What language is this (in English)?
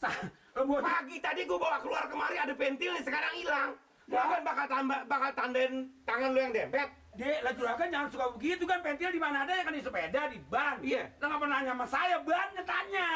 Betawi